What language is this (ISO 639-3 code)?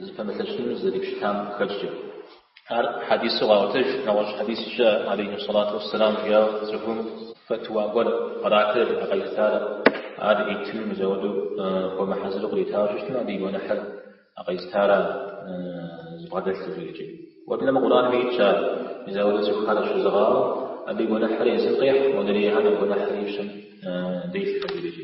kbd